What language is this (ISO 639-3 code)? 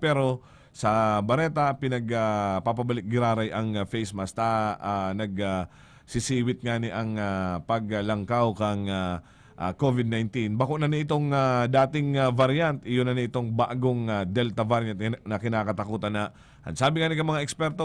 bik